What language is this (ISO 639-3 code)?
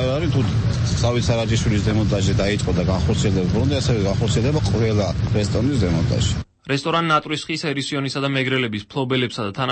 kat